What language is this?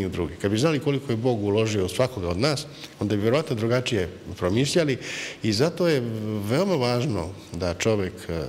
Serbian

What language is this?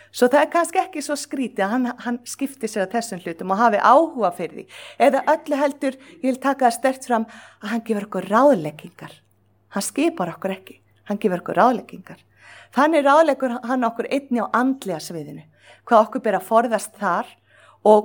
Icelandic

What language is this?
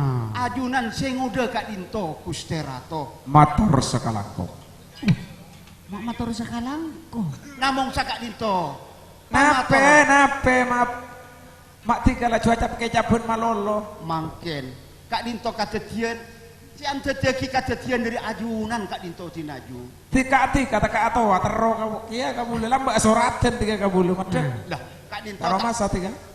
Madurese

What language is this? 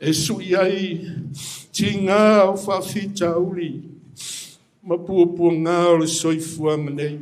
Samoan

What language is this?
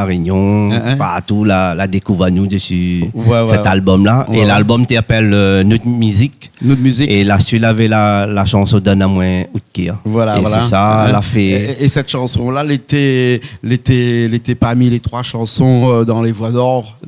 Réunion Creole French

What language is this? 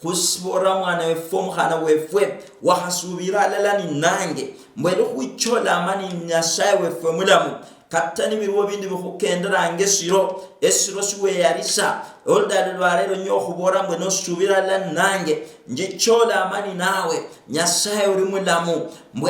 Luyia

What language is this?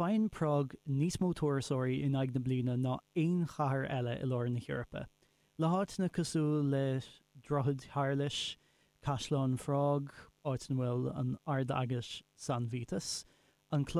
Irish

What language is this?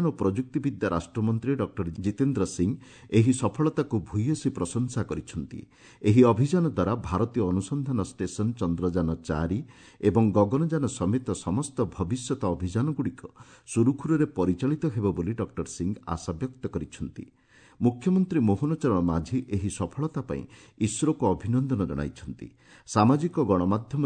Odia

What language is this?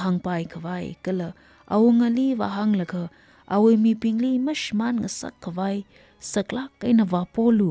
Tangkhul Naga (India)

